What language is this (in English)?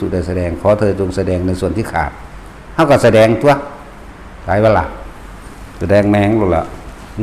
Northeastern Thai